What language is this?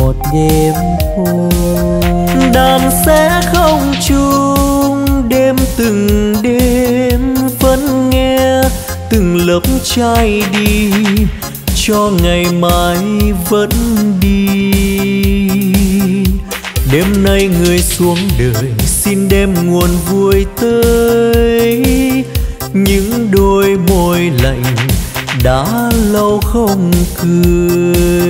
Vietnamese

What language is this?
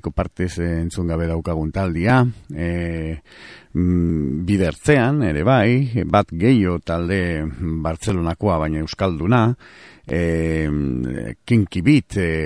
Basque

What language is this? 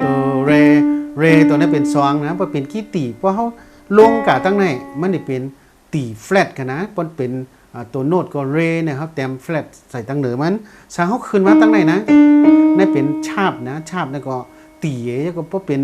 Shan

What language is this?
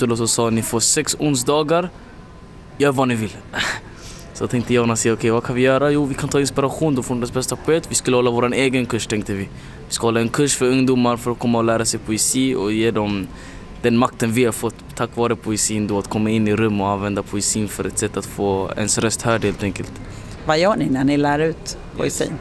Swedish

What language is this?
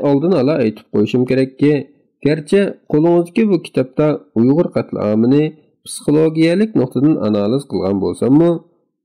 Uyghur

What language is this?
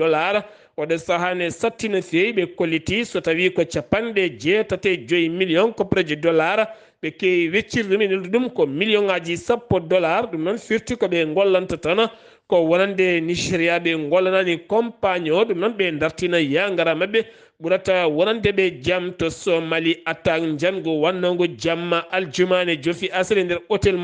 Fula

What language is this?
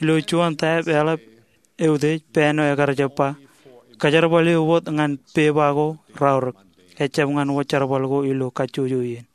Marshallese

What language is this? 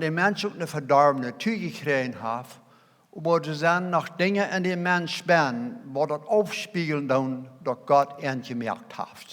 Plautdietsch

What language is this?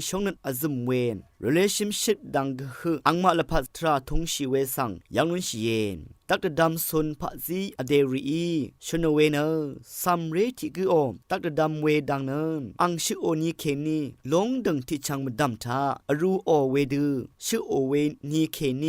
Rawang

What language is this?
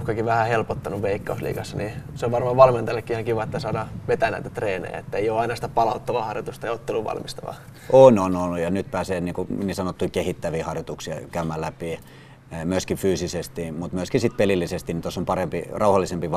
Finnish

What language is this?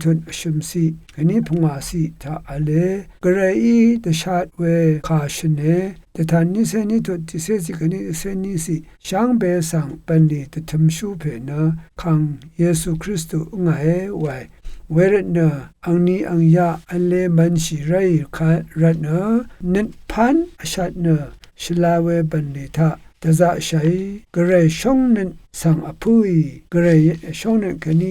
Rawang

